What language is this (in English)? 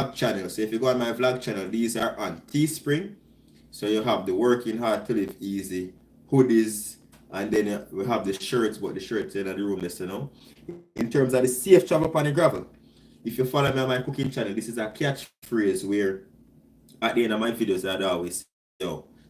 Jamaican Creole English